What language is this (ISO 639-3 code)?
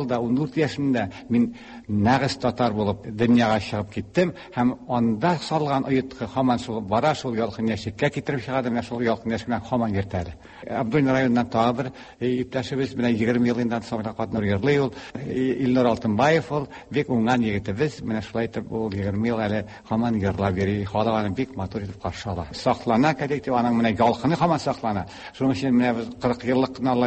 tat